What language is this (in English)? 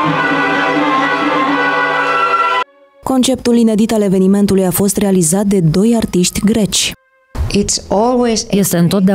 Romanian